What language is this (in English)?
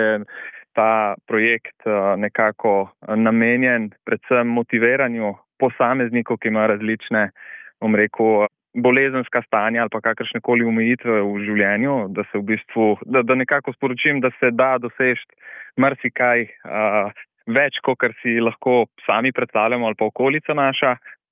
Slovenian